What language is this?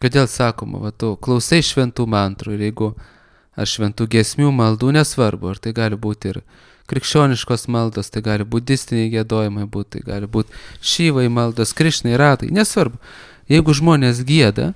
Lithuanian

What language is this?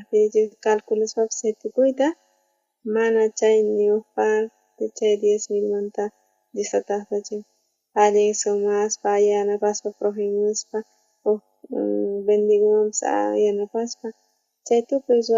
South Bolivian Quechua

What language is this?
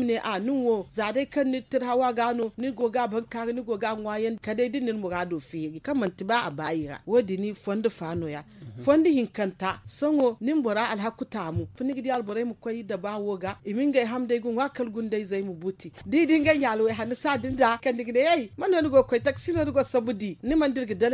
Zarma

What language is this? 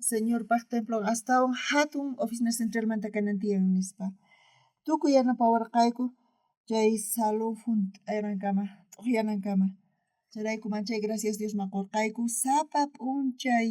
South Bolivian Quechua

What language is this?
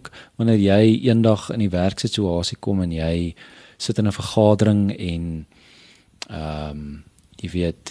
Afrikaans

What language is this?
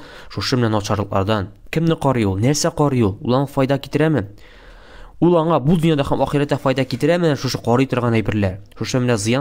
Tatar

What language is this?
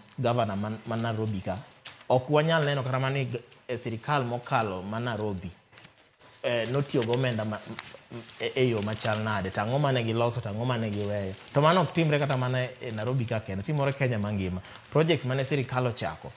Luo (Kenya and Tanzania)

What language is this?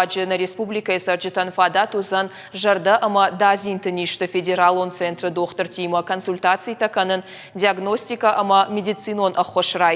Ossetic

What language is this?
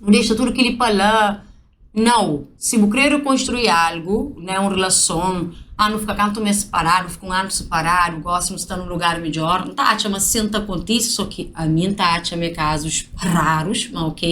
Kabuverdianu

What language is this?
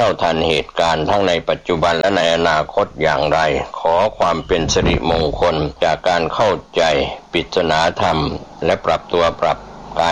Thai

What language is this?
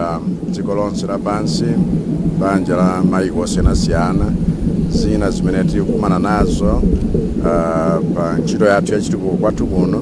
Nyanja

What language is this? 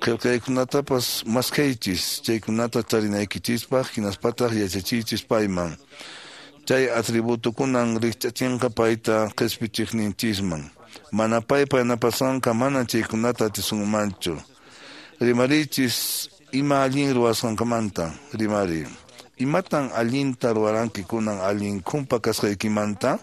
Quechua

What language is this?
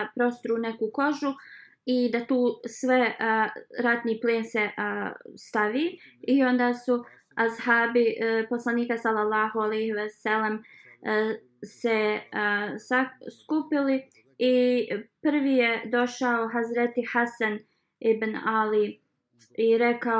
Bosnian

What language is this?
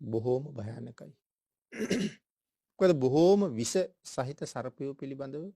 Sinhala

